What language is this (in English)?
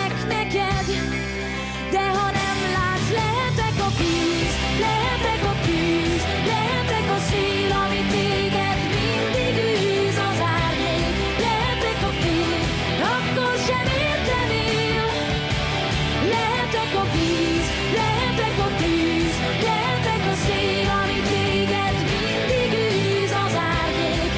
Hungarian